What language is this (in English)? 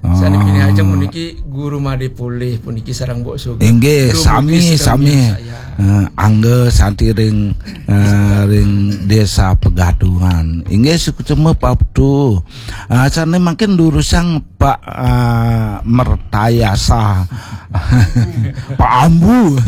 Balinese